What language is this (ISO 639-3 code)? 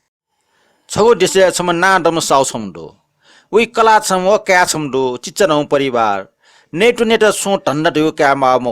new